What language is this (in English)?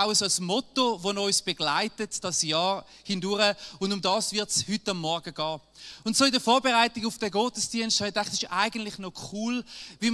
Swiss German